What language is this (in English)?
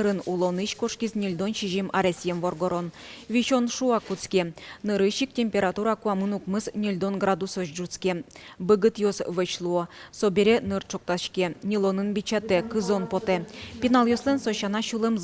Udmurt